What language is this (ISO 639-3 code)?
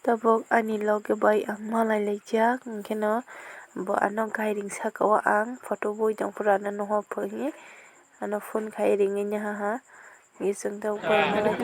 trp